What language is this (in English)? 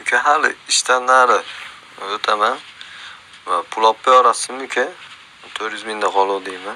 Uzbek